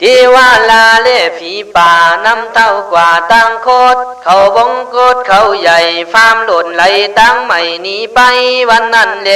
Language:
Khün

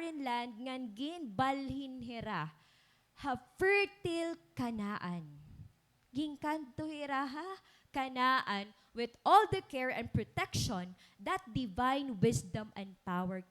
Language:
Waray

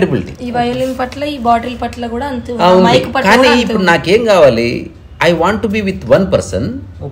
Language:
Telugu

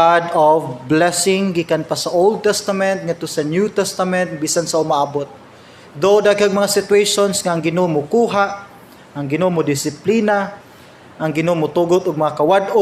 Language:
Cebuano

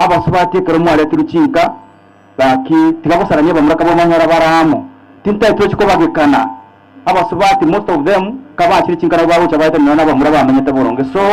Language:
Gusii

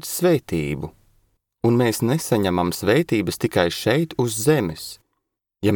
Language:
Latvian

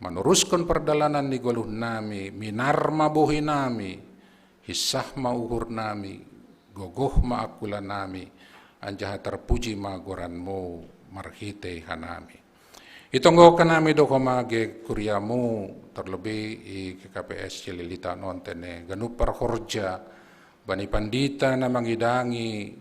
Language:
Batak Simalungun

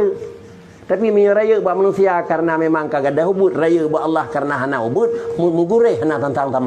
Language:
Achinese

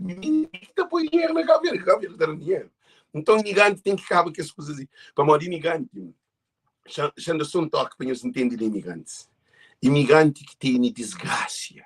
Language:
Kabuverdianu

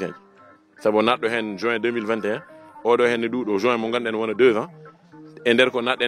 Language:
Fula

